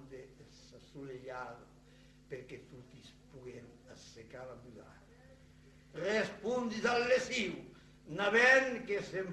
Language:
Occitan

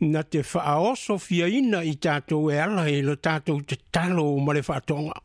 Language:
Samoan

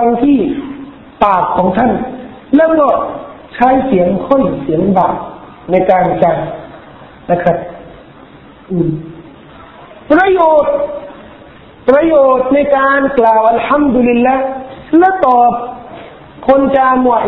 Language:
Thai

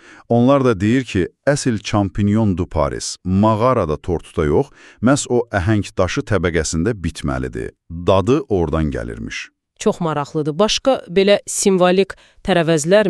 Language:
Azerbaijani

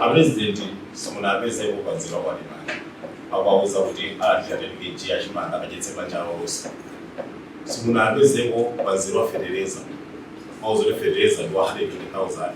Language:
Nyanja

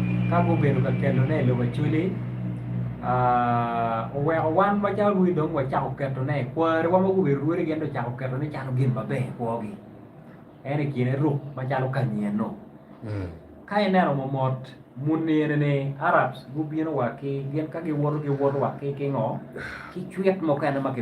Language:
Acoli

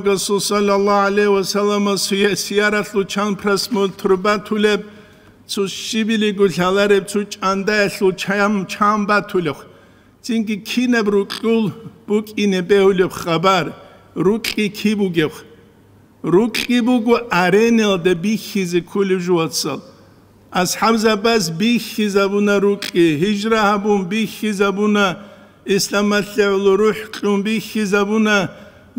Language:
Avaric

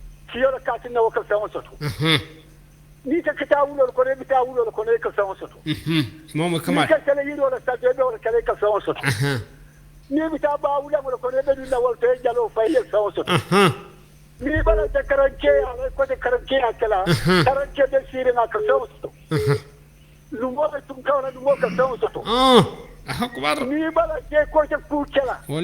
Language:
Bambara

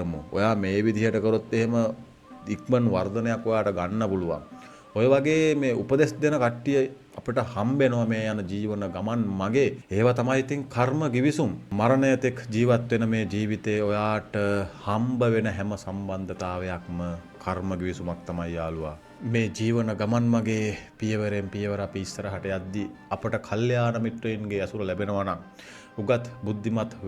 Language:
Sinhala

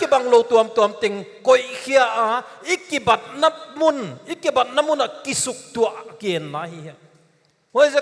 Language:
Paite Chin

